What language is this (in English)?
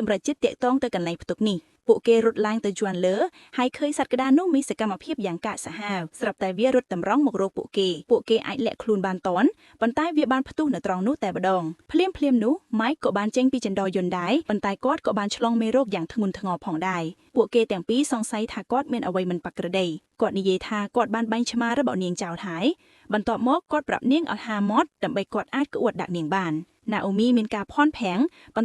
Khmer